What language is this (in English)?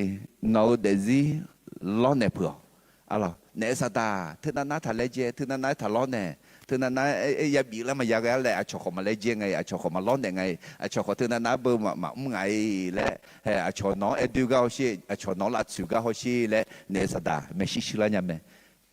Akha